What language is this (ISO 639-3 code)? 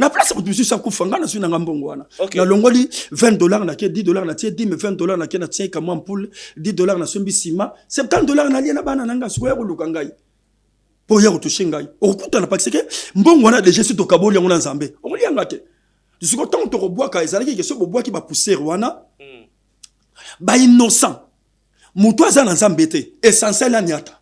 lin